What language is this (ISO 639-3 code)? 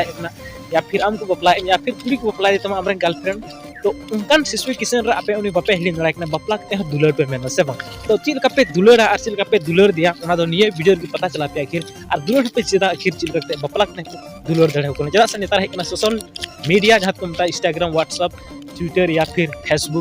sat